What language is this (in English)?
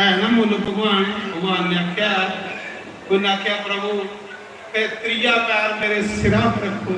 Dogri